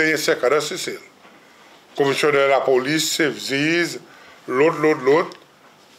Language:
Seselwa Creole French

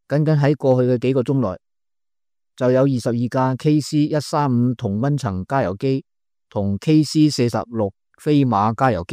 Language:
Cantonese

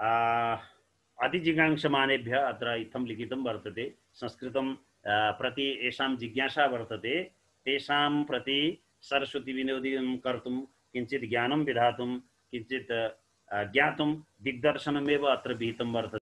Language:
Sanskrit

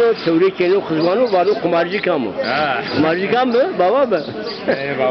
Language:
Zaza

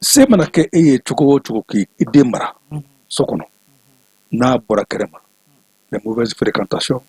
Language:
Bambara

